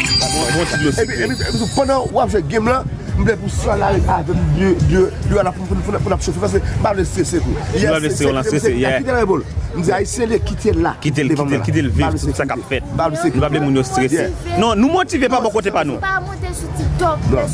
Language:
Haitian Creole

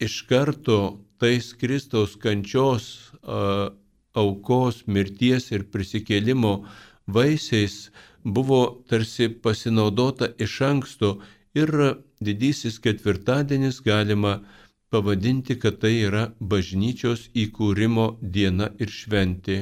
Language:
Lithuanian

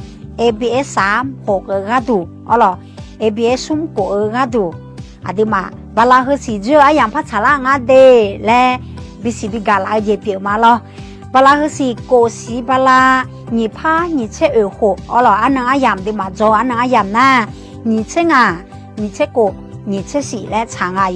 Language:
Akha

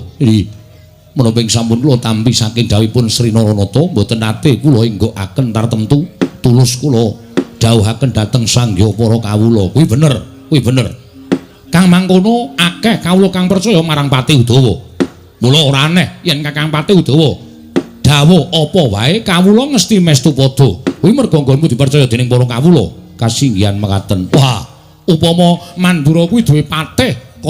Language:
Javanese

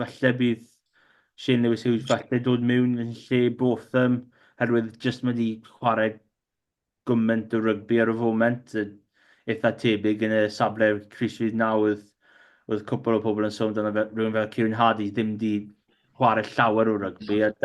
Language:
Welsh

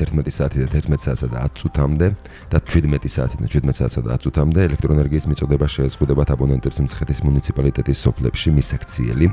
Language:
Georgian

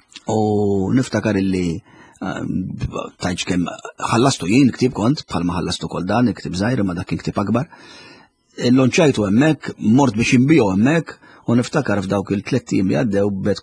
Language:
Maltese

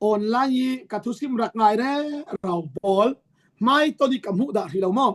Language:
Falam Chin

